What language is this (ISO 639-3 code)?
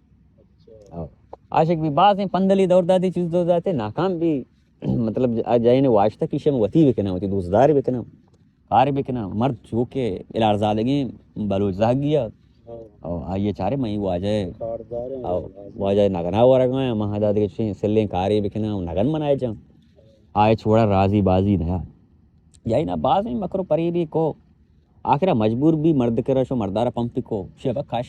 bal